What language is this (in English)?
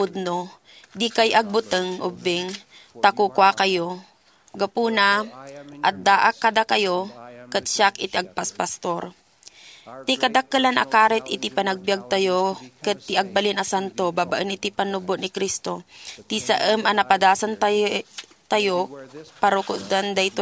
Iloko